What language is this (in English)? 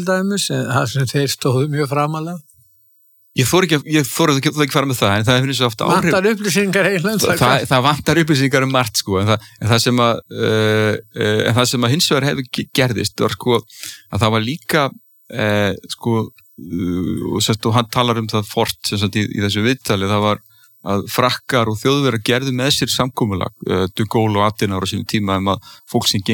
Icelandic